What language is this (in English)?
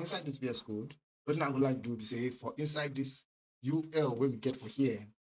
Nigerian Pidgin